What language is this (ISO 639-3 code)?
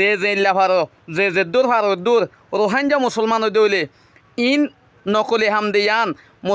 rhg